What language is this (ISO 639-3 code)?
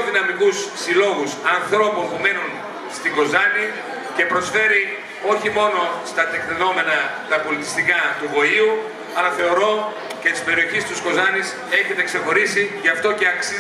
ell